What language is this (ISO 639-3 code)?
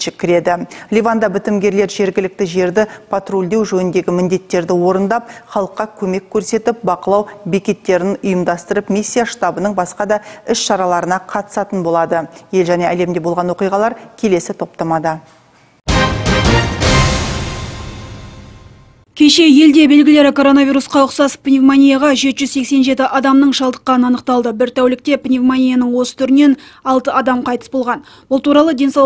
kaz